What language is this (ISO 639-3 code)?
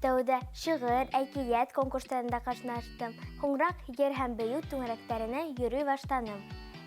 bak